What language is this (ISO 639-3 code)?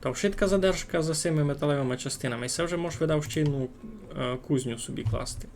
rue